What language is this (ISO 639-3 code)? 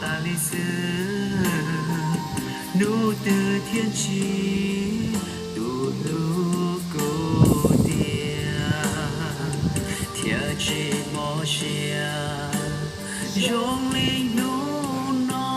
hmn